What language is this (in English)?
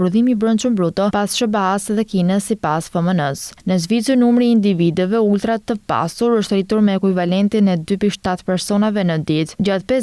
Albanian